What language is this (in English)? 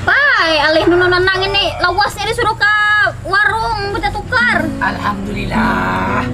Banjar